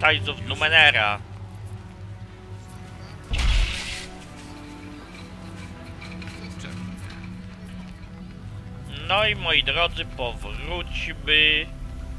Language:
Polish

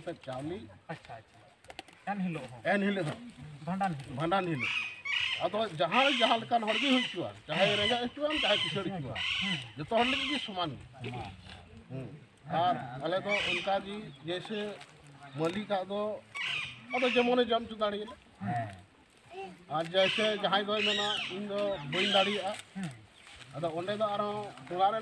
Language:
Santali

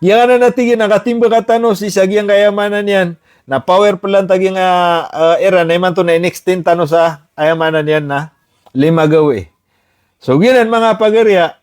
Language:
Maranao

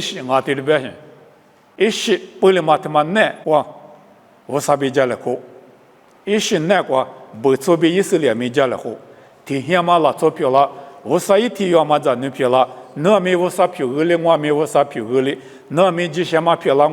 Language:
Lisu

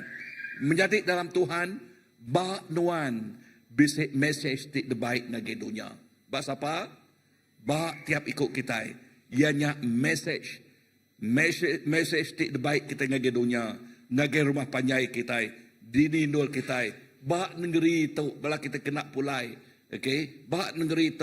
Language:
Iban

